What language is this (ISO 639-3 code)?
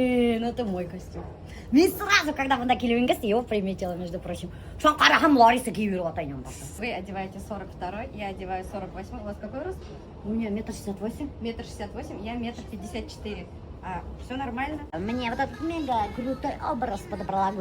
bak